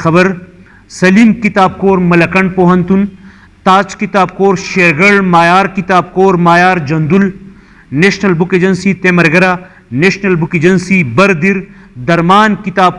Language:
Pashto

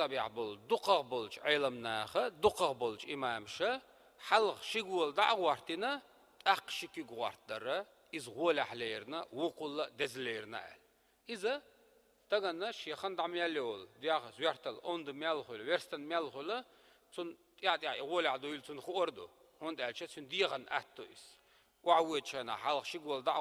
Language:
Chechen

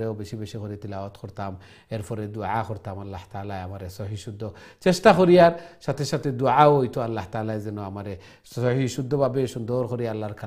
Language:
Bangla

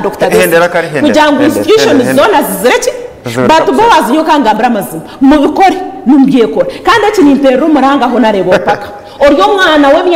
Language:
Nyankole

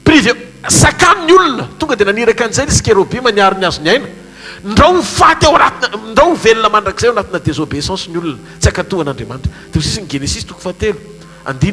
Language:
Malagasy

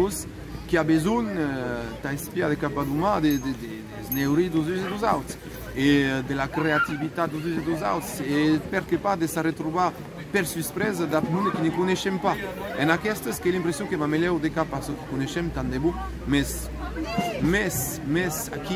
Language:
Occitan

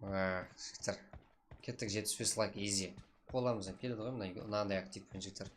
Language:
Kara-Kalpak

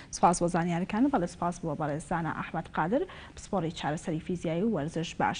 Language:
Central Kurdish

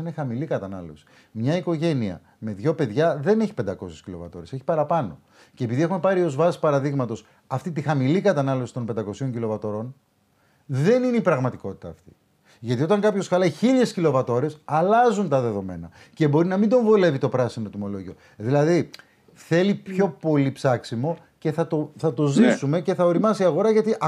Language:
Greek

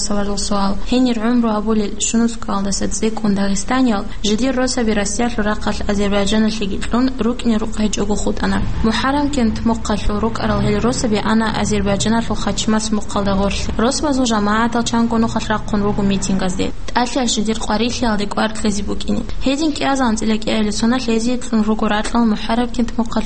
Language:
Avaric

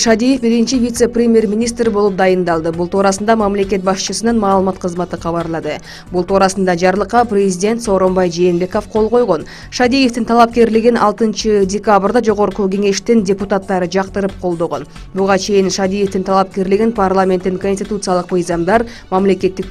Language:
Kyrgyz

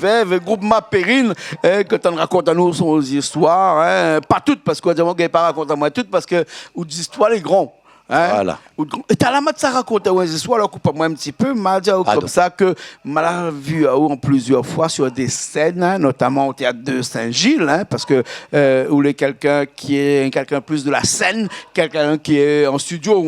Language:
Réunion Creole French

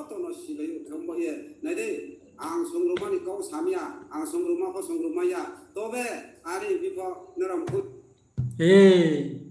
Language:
Riang (India)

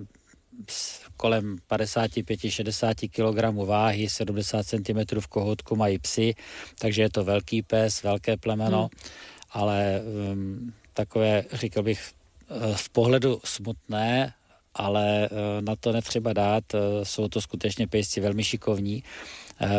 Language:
Czech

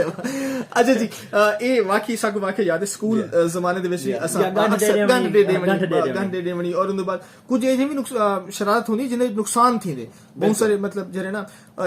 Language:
Saraiki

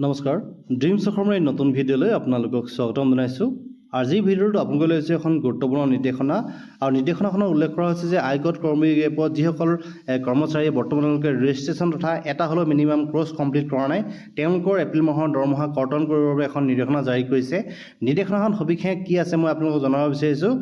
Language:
Assamese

